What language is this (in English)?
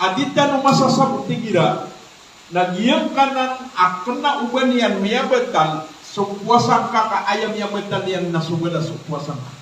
Maranao